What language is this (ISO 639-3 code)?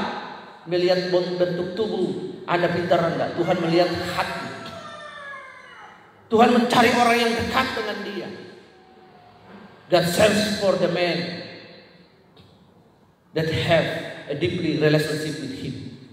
ind